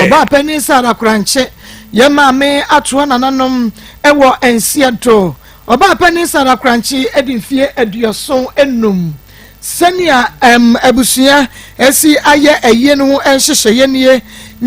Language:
Akan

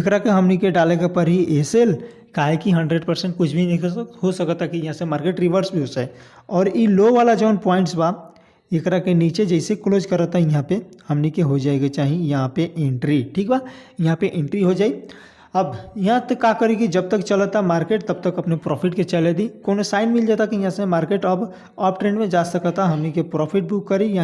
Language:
Bhojpuri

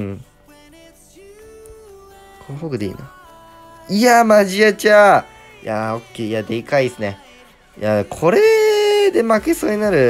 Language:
Japanese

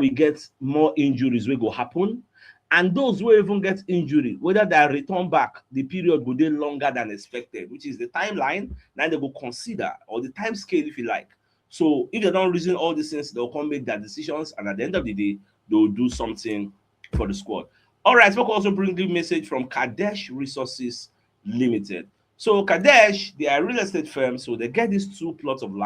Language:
Nigerian Pidgin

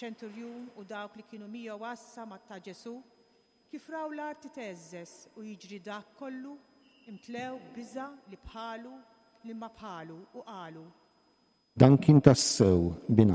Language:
Maltese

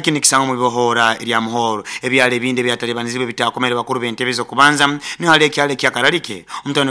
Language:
Nyoro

